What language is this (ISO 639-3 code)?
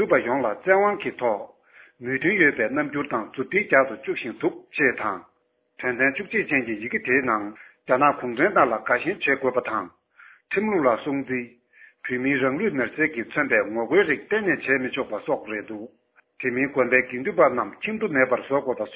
bod